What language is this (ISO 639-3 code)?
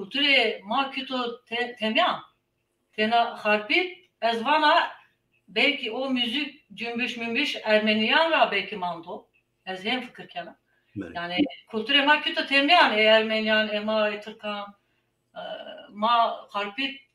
zza